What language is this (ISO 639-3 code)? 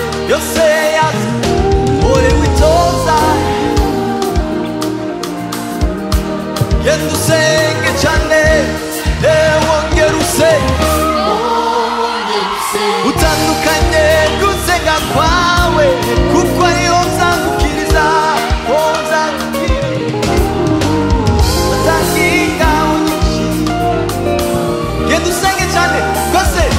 kin